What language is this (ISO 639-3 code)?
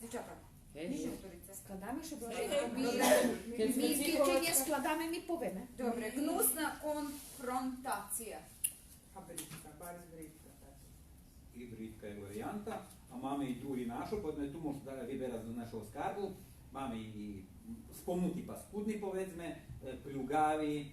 rue